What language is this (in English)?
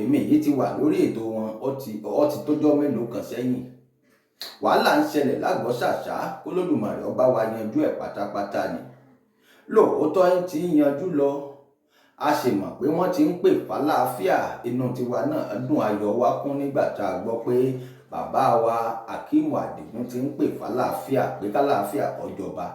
Yoruba